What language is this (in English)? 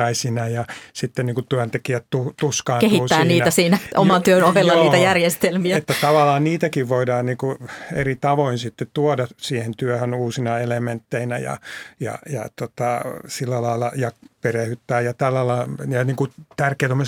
Finnish